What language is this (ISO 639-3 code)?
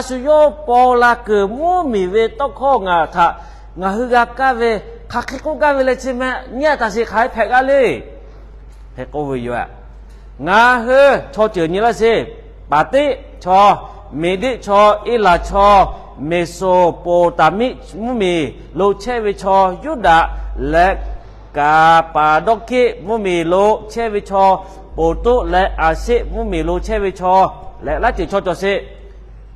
lhu